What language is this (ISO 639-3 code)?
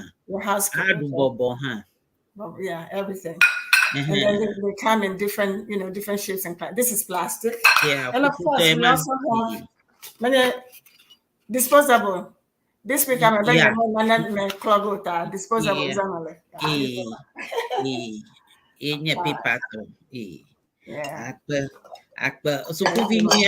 ewe